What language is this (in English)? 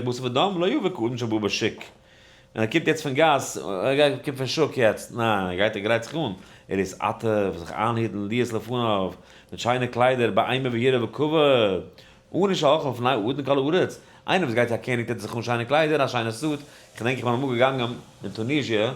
Yiddish